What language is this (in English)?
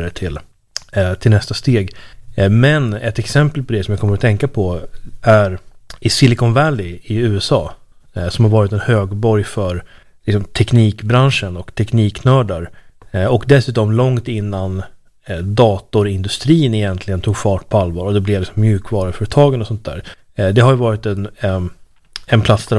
Swedish